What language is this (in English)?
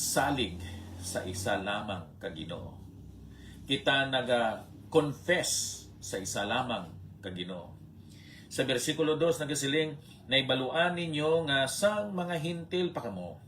Hiligaynon